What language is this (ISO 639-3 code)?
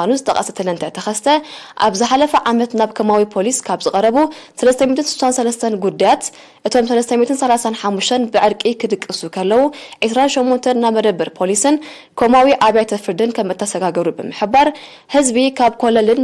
tir